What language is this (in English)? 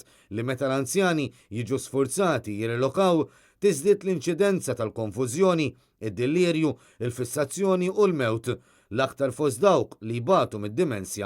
Maltese